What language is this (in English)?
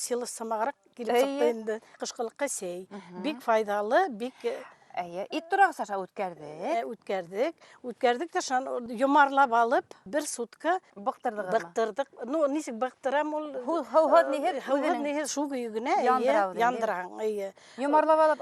Bashkir